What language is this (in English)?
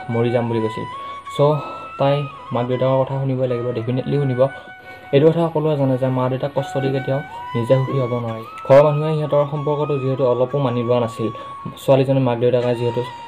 Assamese